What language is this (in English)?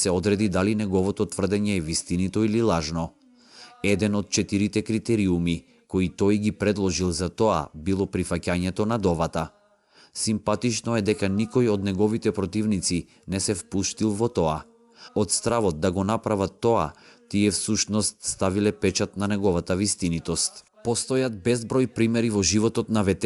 Macedonian